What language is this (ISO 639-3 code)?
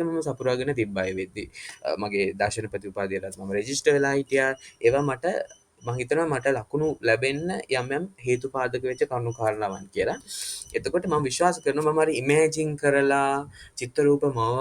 sin